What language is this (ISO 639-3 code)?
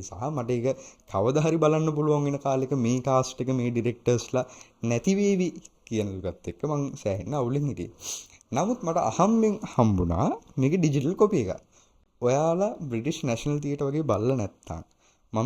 sin